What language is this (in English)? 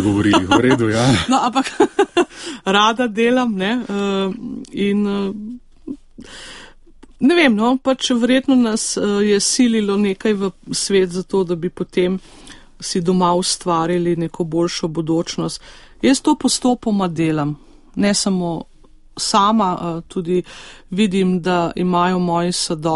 Slovenian